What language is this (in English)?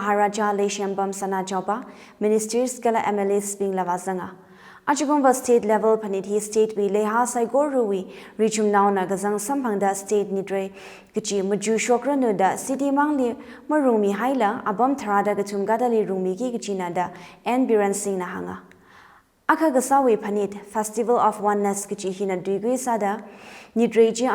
Tangkhul Naga (India)